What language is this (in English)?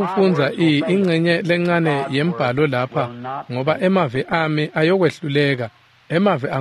Swati